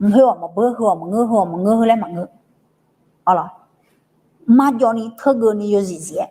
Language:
Akha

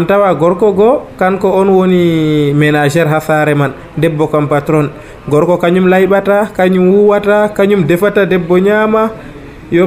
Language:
Nigerian Fulfulde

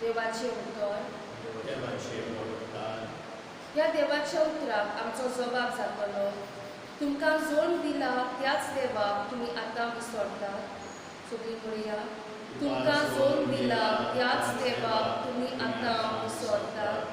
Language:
Konkani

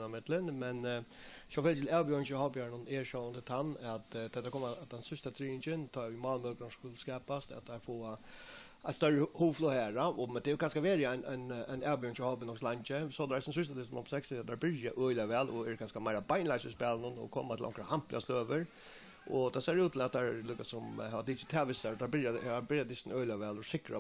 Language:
Faroese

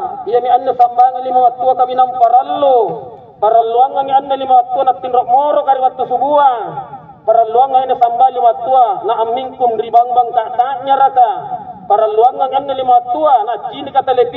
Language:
Makasar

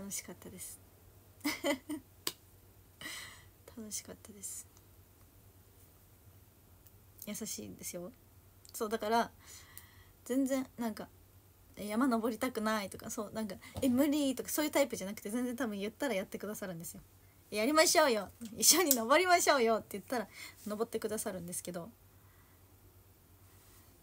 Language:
Japanese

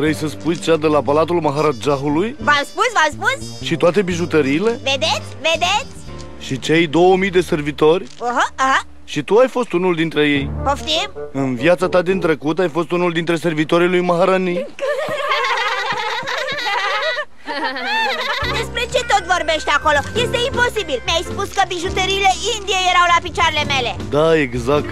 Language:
Romanian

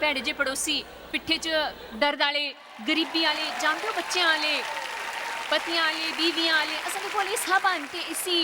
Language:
Dogri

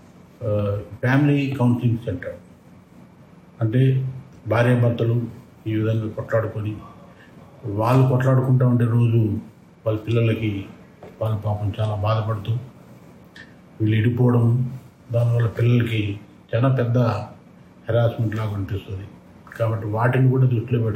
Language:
Telugu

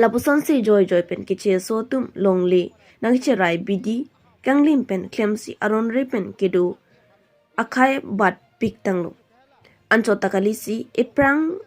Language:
Karbi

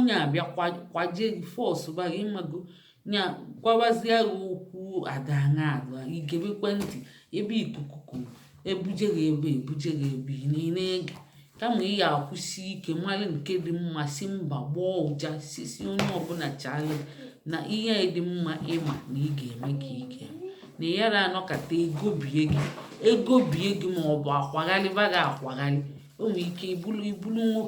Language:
Igbo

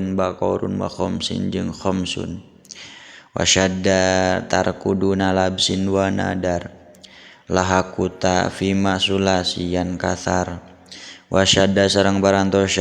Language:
Sundanese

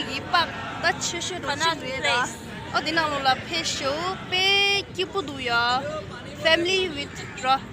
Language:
Tibetan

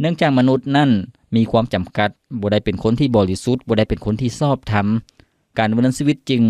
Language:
Lao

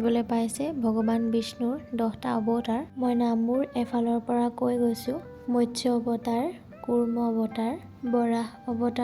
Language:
Assamese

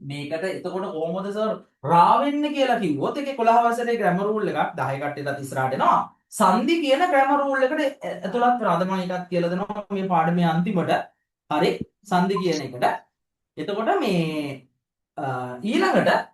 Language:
Sinhala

